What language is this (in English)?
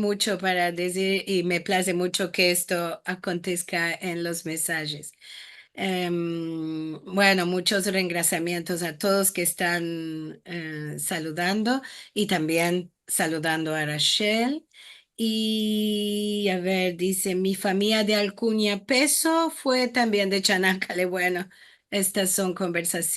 Ladino